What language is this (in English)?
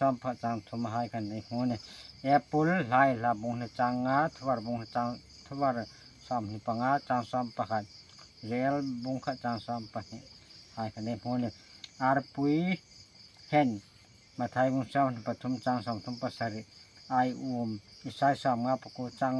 Hmar